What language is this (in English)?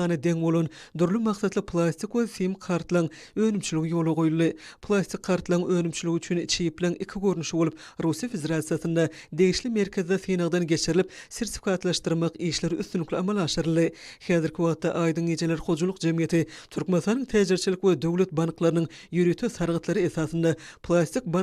Turkmen